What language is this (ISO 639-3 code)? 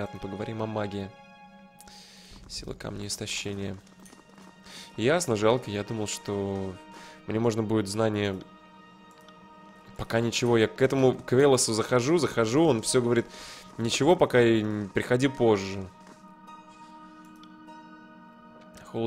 rus